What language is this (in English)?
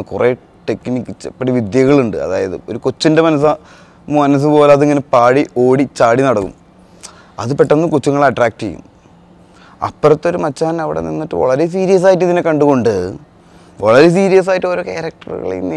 Malayalam